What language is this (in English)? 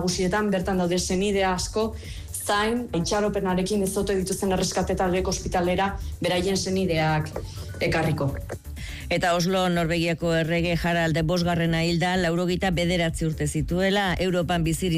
Basque